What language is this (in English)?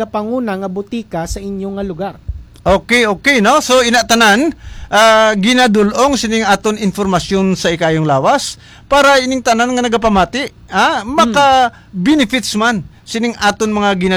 Hiligaynon